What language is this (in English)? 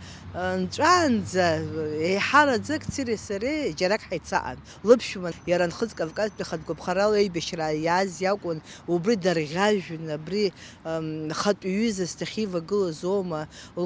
Abkhazian